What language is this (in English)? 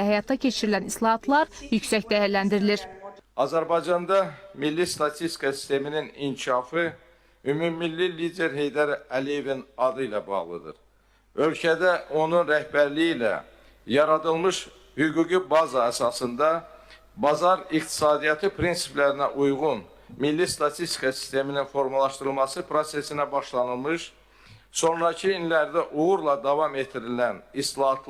Azerbaijani